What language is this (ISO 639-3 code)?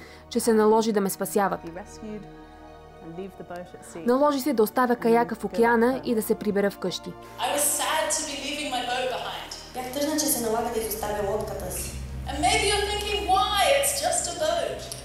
bul